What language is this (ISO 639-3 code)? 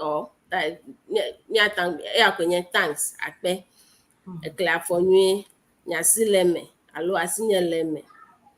ewe